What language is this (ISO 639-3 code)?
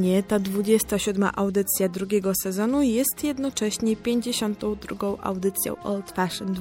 pol